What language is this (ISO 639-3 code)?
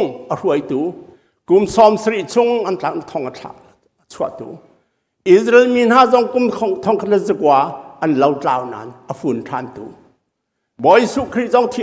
cnh